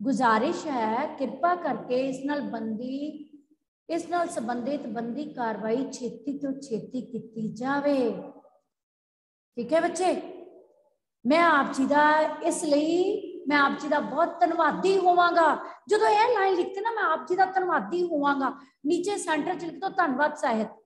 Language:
Punjabi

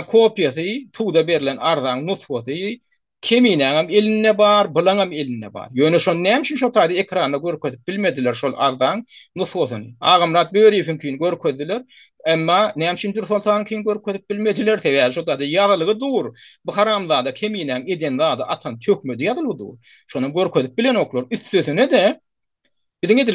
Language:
Turkmen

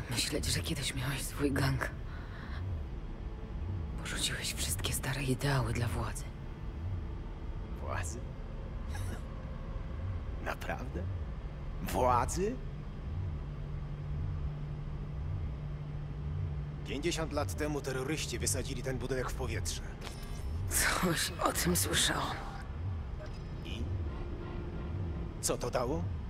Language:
Polish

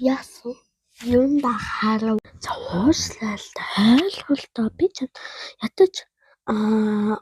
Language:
Mongolian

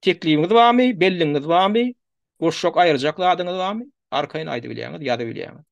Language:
Turkmen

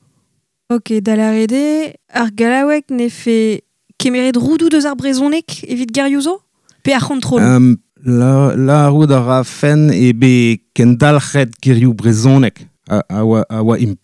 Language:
Breton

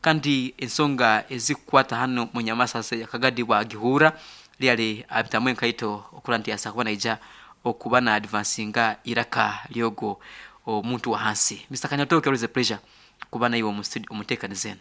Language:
Nyoro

